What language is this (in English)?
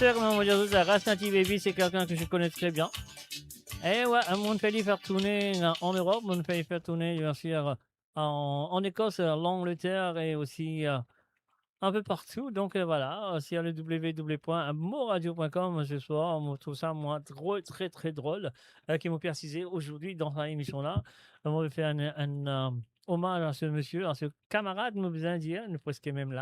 Morisyen